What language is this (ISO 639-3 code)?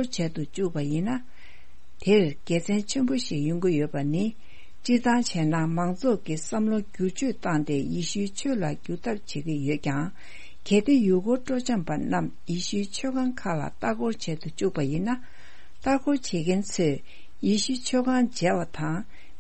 bod